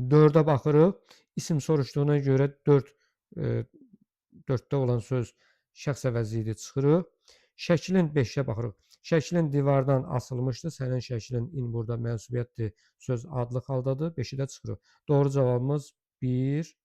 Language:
Azerbaijani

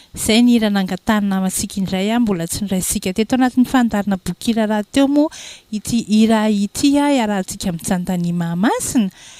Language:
Malagasy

